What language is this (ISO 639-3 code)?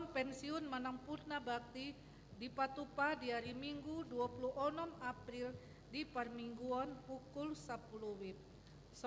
bbc